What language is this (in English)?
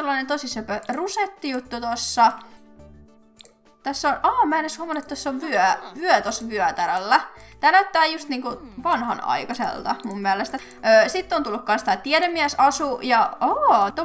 Finnish